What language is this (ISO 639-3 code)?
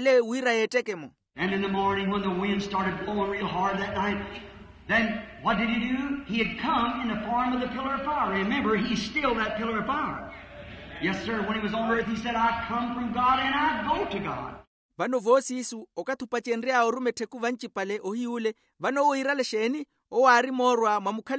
vmw